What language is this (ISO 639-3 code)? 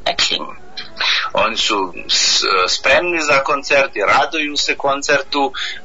bos